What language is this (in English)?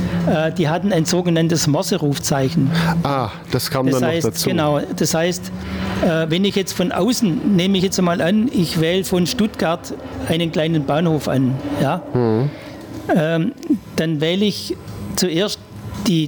German